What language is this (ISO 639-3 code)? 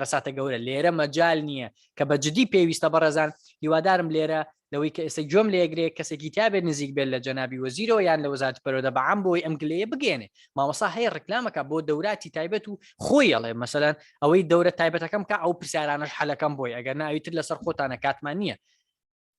ckb